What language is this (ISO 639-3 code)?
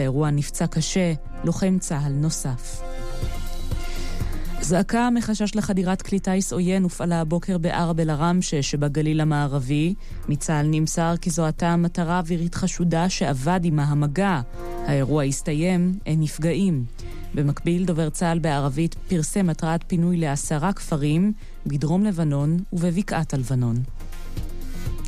heb